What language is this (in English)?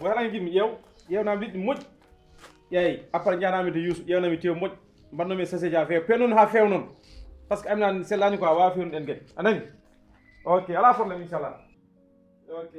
Fula